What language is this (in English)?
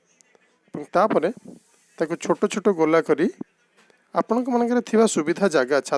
Odia